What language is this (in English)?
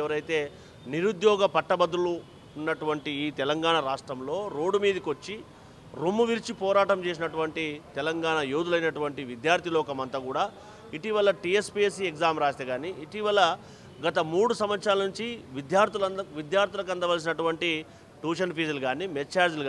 Telugu